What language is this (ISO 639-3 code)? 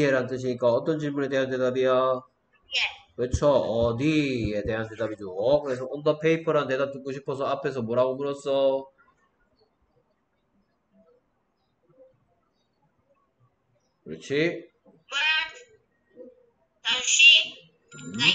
kor